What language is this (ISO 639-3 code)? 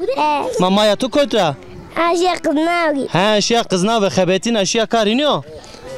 zza